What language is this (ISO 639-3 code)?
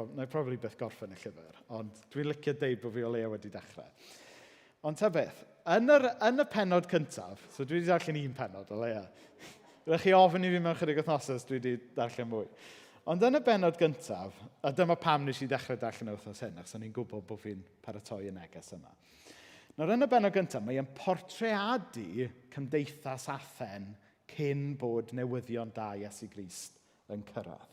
cym